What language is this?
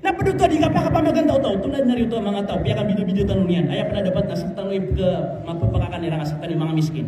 Maranao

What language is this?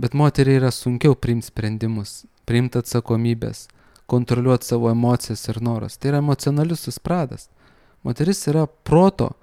Lithuanian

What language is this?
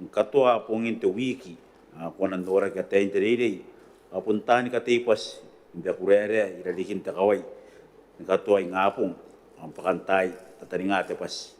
Gilbertese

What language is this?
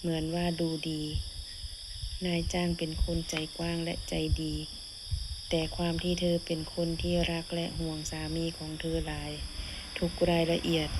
Lao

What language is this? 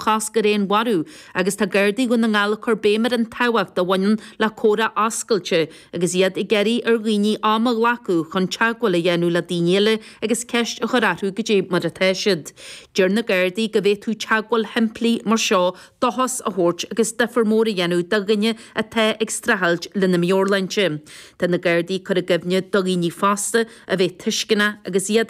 Irish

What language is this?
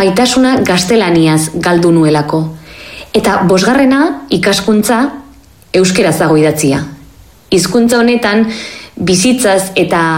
Basque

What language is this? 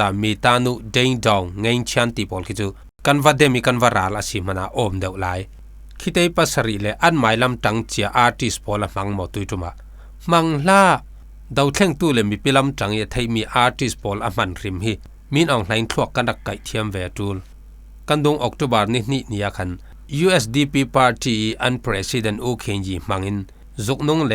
Falam Chin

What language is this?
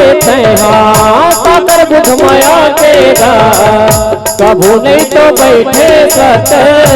Chhattisgarhi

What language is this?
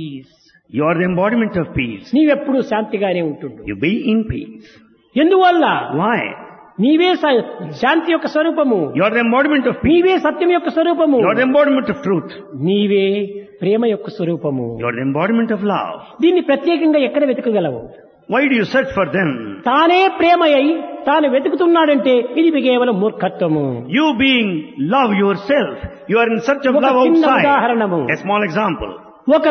Telugu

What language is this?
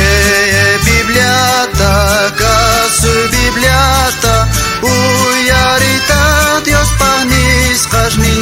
South Bolivian Quechua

